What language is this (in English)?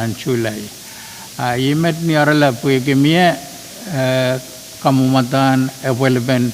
Pohnpeian